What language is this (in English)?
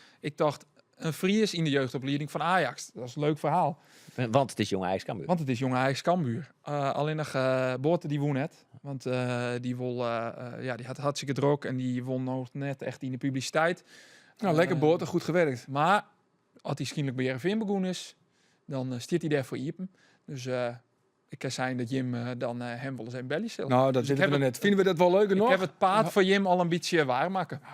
Western Frisian